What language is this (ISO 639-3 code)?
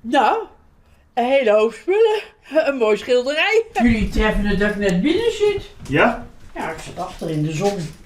fry